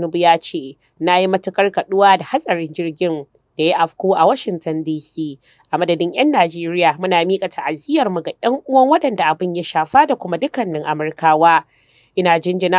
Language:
Hausa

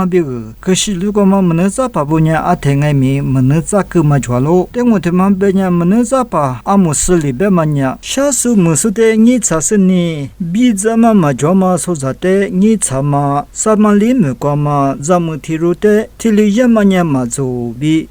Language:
Lisu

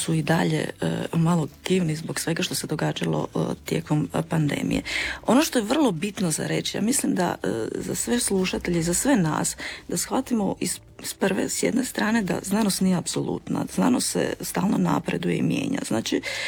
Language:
Croatian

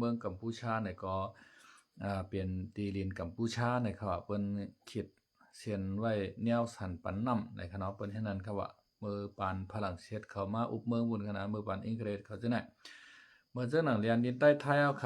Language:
Shan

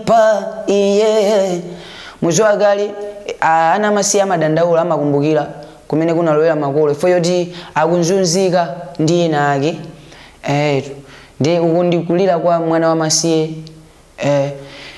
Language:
Nyanja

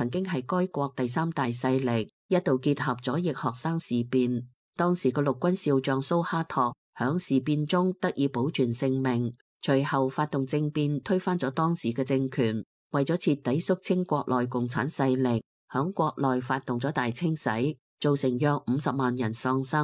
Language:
Cantonese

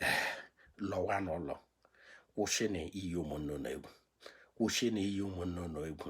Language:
Igbo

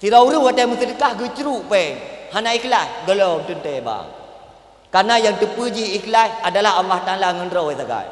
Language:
Achinese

